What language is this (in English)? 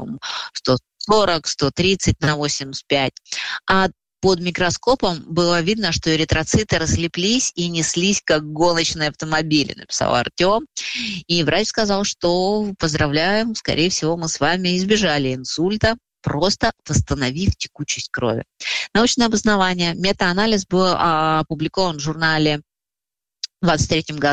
Russian